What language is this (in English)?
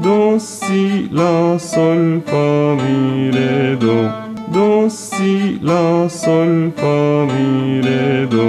Kurdish